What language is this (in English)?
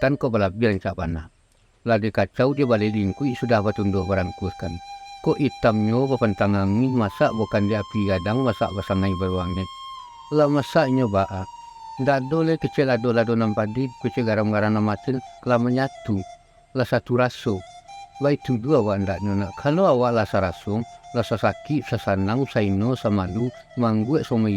Minangkabau